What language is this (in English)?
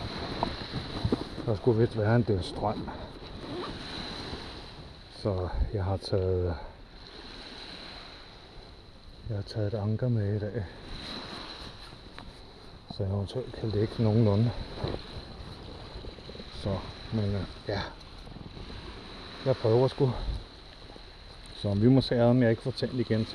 Danish